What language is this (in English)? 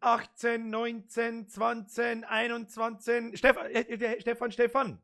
Bavarian